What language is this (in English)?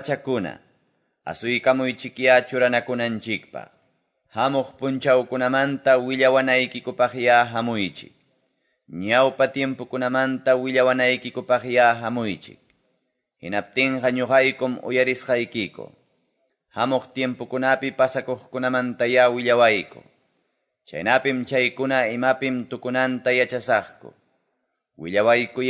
Quechua